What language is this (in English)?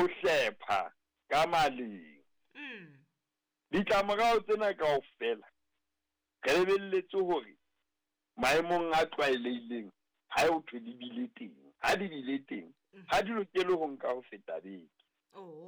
Southern Sotho